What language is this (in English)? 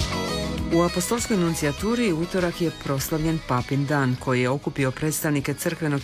Croatian